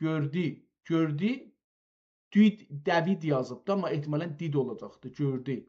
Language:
South Azerbaijani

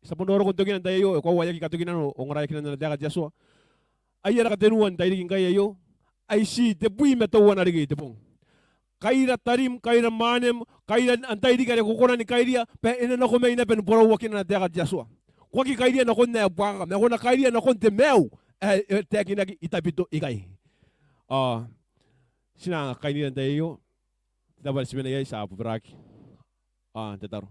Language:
Gilbertese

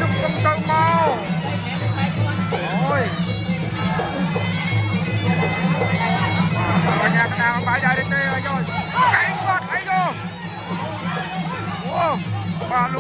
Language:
Vietnamese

